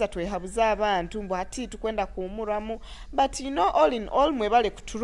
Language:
Nyoro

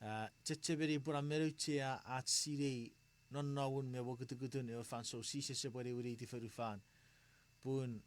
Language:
Chuukese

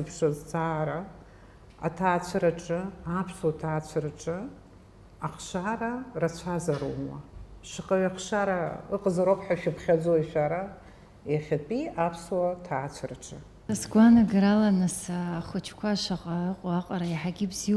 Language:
Abkhazian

